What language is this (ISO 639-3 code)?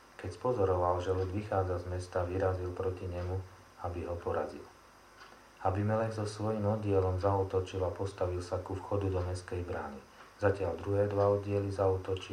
slk